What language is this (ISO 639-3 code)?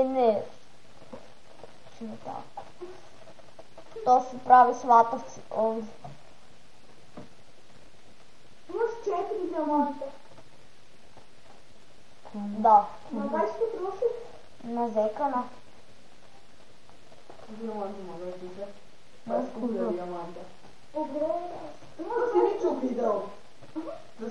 hrv